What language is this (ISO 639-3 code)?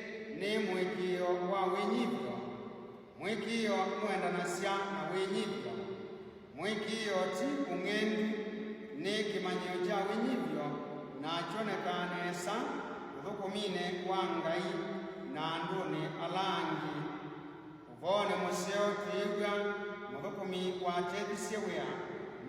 kam